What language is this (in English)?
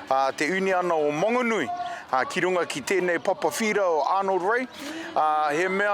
Māori